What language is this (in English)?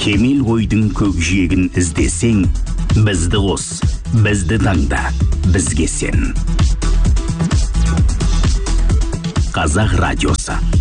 Kazakh